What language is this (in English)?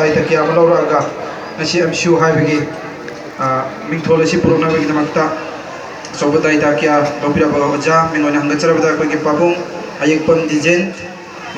Manipuri